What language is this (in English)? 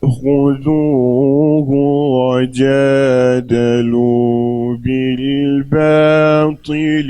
Uyghur